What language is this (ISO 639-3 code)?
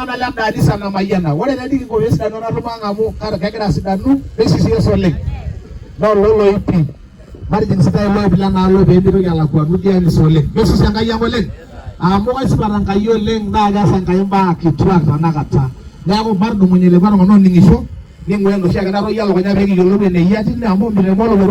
mas